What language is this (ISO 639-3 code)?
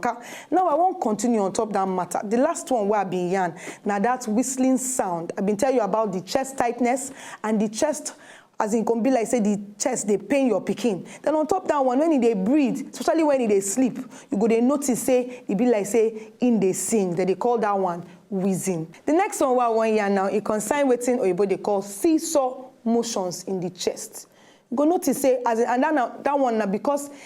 pcm